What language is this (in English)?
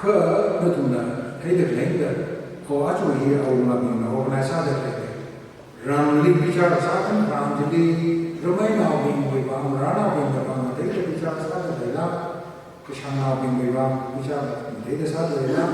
Tangkhul Naga (India)